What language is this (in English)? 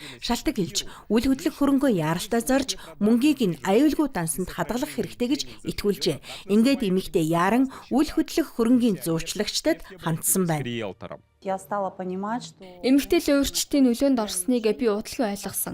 Mongolian